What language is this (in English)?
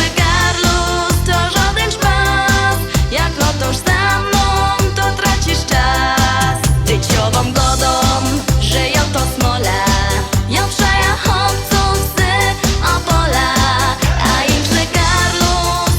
Silesian